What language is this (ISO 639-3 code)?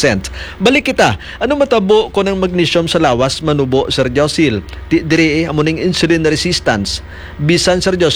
hil